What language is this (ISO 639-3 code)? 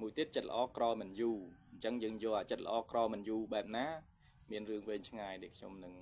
khm